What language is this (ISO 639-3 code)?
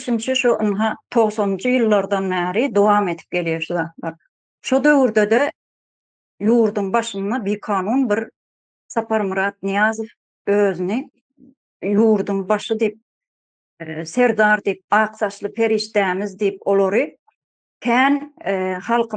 tuk